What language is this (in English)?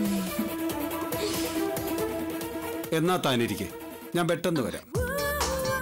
Malayalam